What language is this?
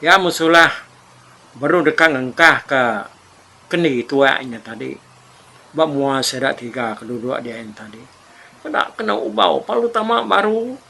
Iban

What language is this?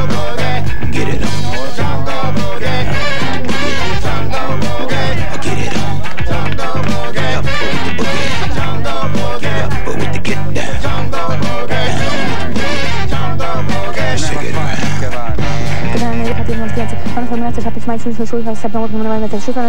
Hungarian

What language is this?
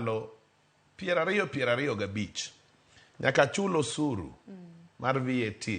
Luo (Kenya and Tanzania)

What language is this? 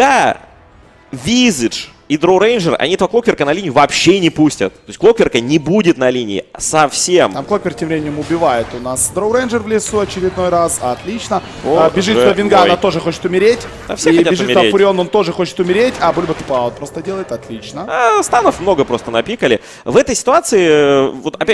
Russian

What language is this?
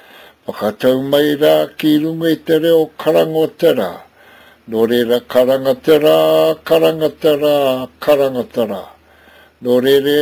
Māori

